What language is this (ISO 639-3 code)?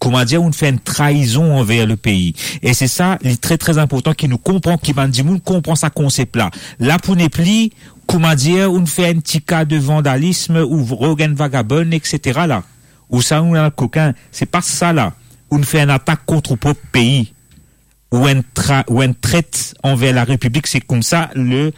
mfe